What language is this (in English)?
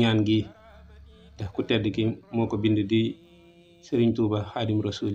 Wolof